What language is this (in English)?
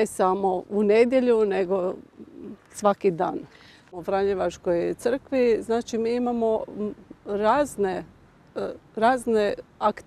Croatian